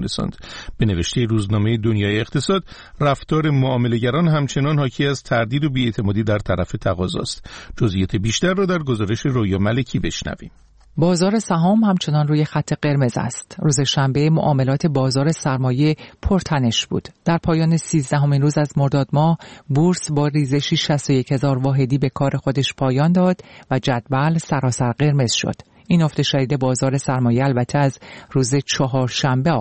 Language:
Persian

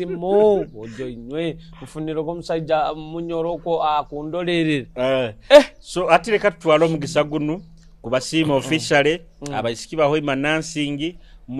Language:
Nyoro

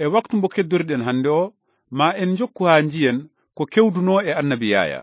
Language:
Fula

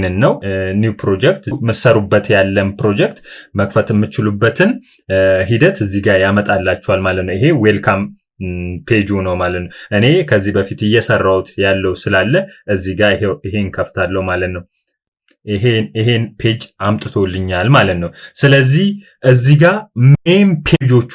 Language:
Amharic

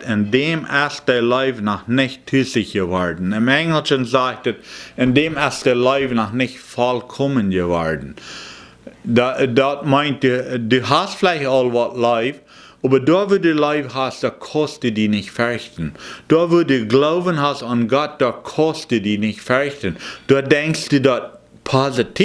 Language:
Plautdietsch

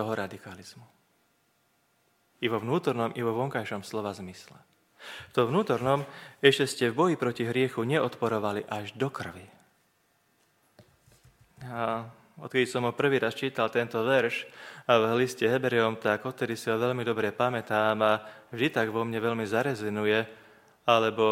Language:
Slovak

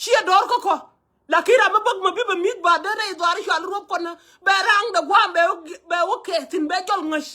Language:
Nuer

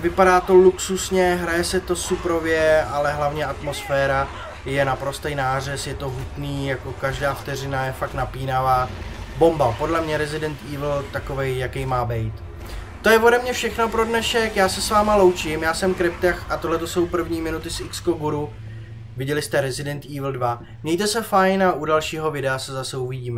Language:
Czech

